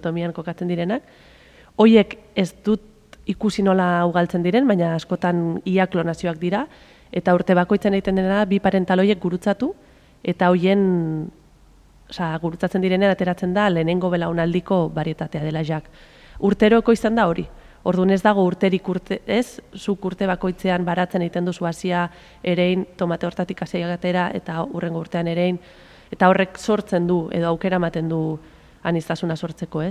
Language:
Basque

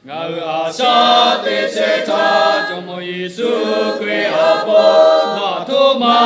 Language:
Lahu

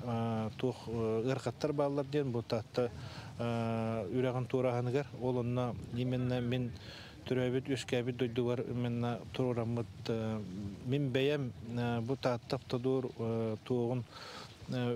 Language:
Yakut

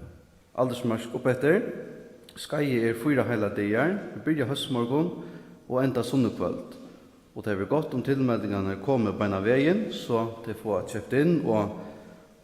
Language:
Faroese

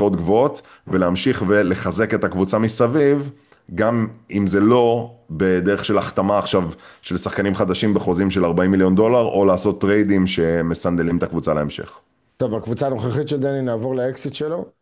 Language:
Hebrew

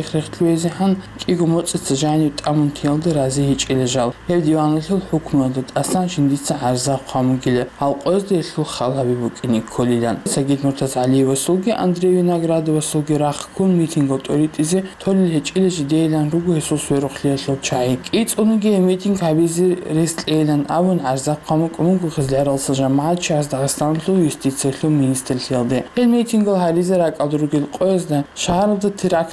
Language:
Avaric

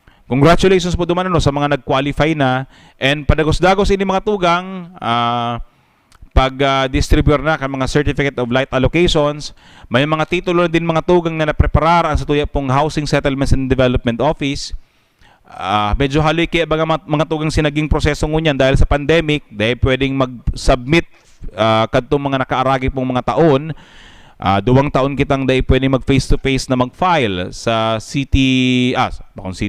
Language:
Bikol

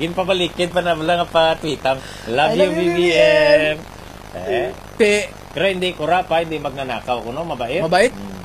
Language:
Hiligaynon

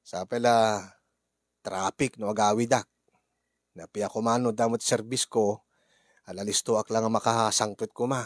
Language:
Iloko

